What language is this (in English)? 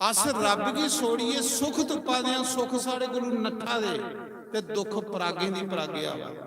Dogri